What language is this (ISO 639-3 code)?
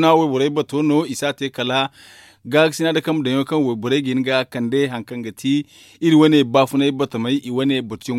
dje